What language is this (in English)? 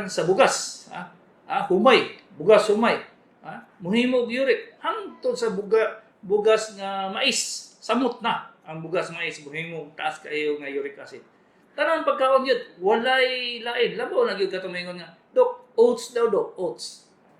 Cebuano